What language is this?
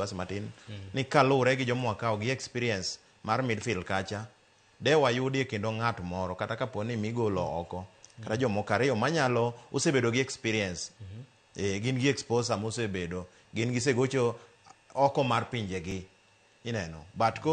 Luo (Kenya and Tanzania)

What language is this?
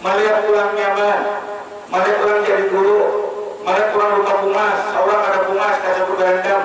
Banjar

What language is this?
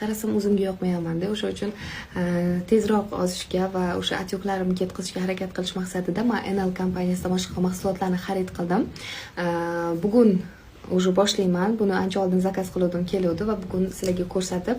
Uzbek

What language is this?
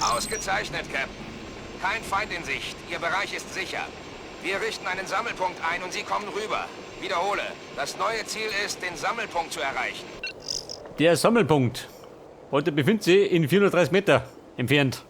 Bavarian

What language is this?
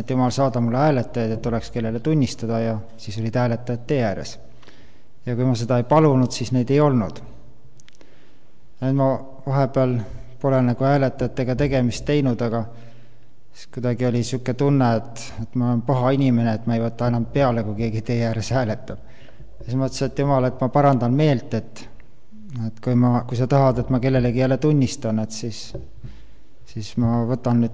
Estonian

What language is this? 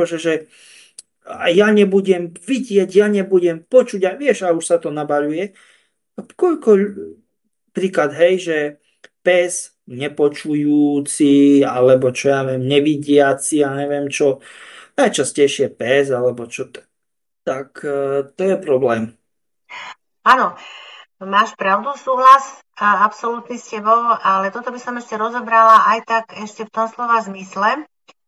Slovak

